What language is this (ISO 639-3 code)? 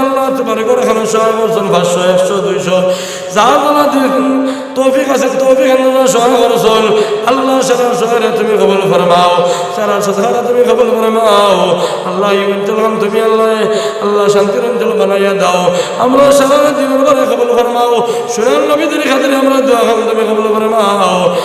syl